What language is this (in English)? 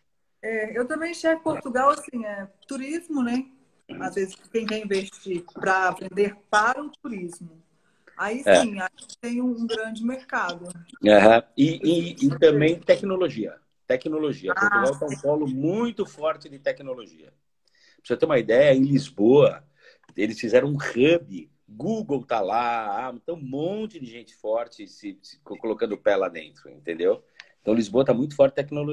Portuguese